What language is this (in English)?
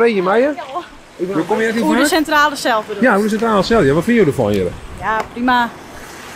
Western Frisian